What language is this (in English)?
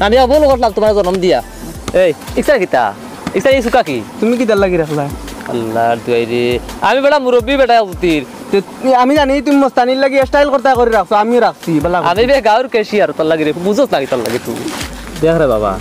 Sylheti